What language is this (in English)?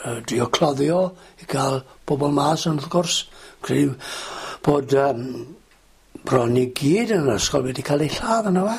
Welsh